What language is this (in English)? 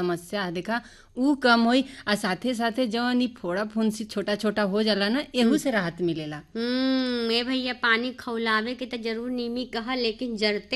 Bhojpuri